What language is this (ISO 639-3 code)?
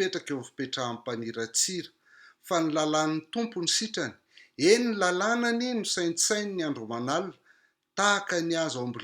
mlg